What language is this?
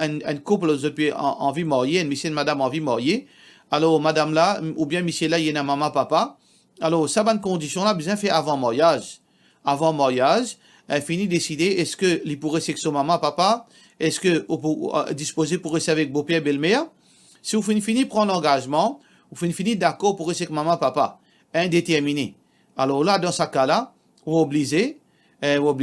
Morisyen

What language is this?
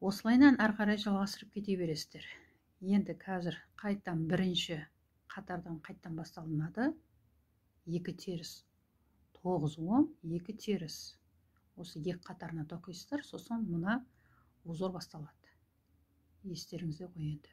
Kazakh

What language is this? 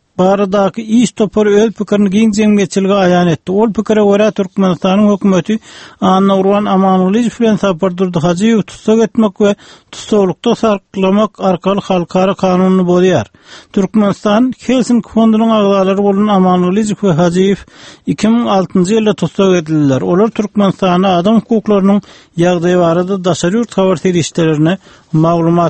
Turkmen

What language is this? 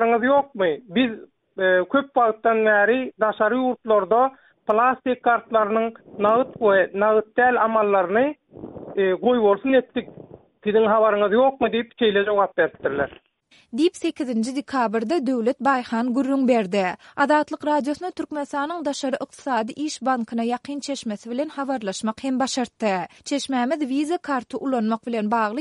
Turkmen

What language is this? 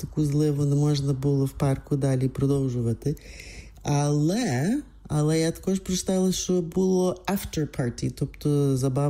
Ukrainian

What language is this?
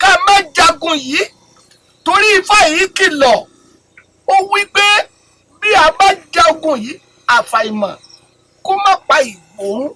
Yoruba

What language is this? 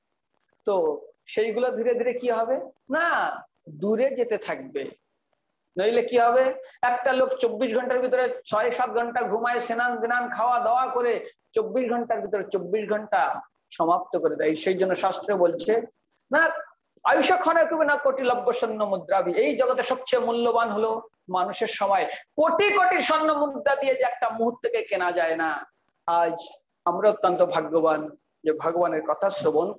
Bangla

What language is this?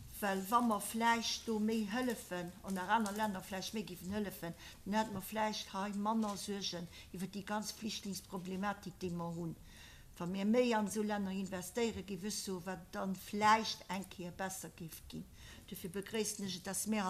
Luxembourgish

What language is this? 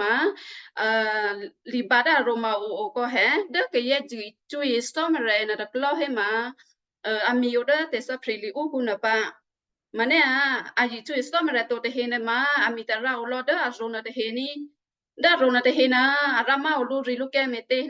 Western Kayah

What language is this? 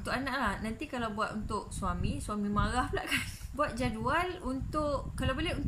Malay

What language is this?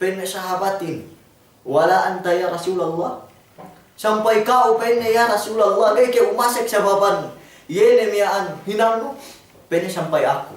Yakan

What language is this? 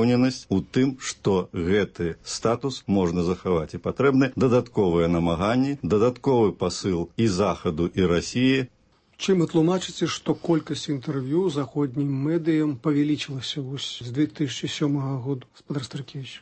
Belarusian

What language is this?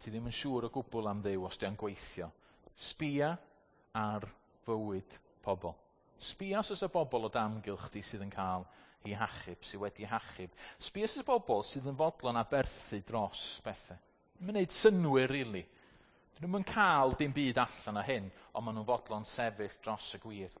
Welsh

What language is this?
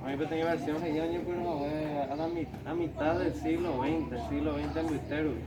Guarani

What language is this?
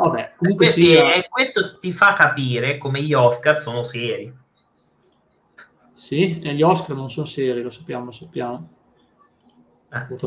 Italian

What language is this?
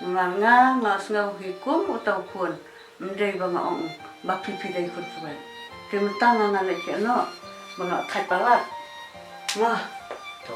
Khasi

